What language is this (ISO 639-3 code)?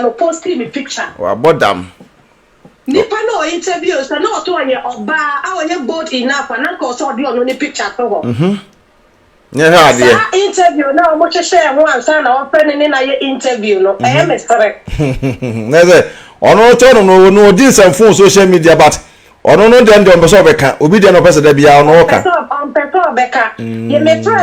aka